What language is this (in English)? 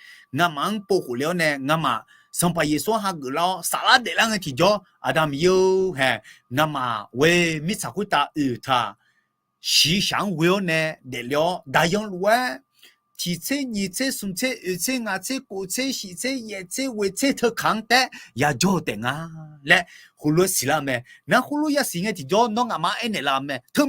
Akha